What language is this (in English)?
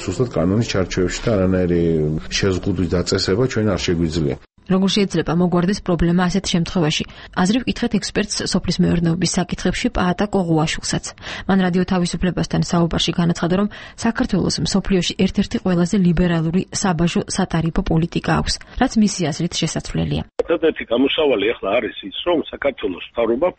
Georgian